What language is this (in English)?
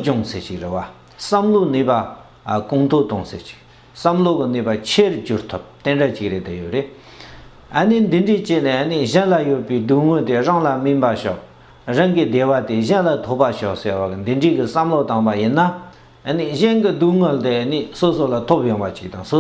Tibetan